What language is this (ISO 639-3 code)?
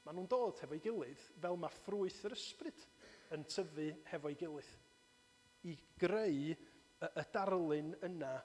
cym